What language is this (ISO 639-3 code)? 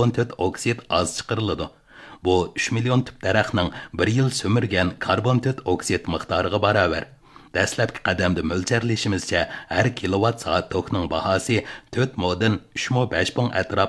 uig